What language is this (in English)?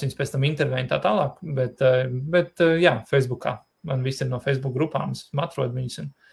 Latvian